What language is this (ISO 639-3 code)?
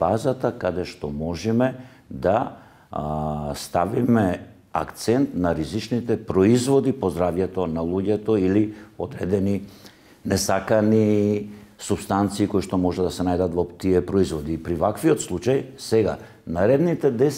mkd